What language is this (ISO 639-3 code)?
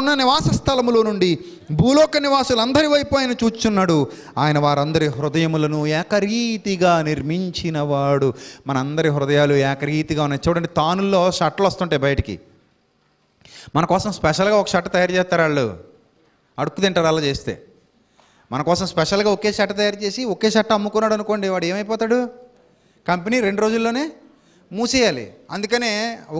tel